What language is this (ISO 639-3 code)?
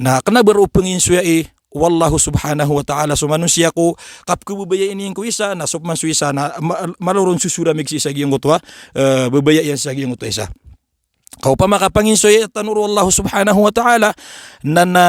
mrw